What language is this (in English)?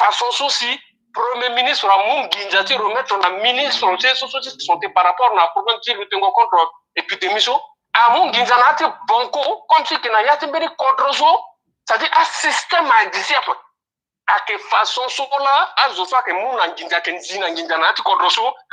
Sango